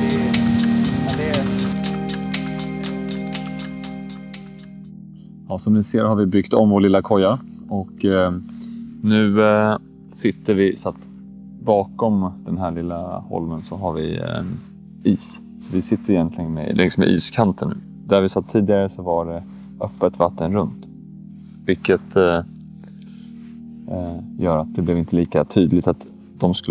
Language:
Swedish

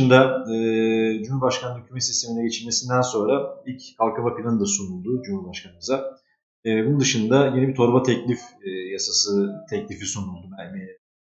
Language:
Turkish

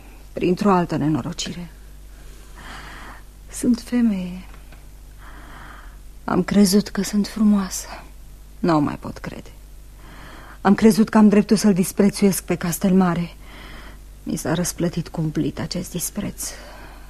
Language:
Romanian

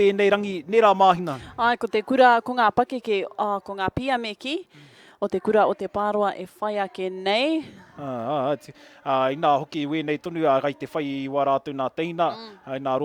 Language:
Māori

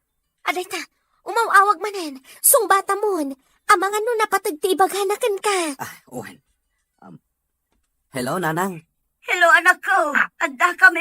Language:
Iloko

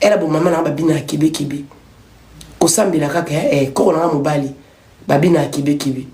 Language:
Lingala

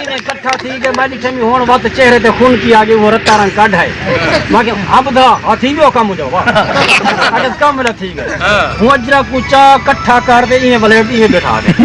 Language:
Saraiki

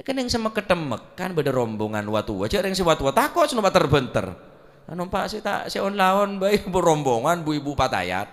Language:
Madurese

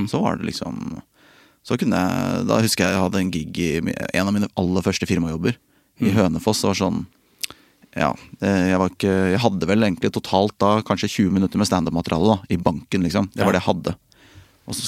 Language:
Norwegian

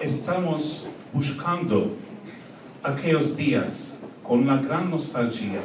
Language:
Ladino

